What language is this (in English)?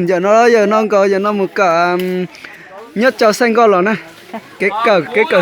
Hmong